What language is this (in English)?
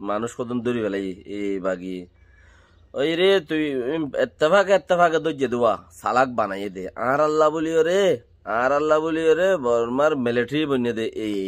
Rohingya